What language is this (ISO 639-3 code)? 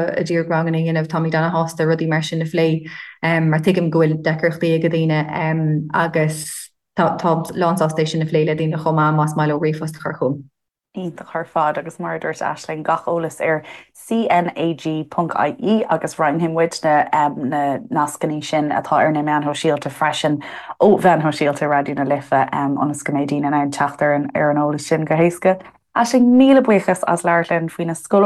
gle